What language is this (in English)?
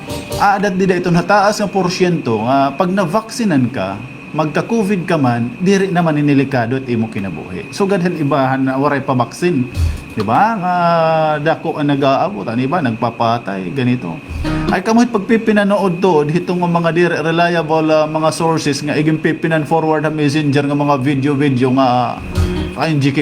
Waray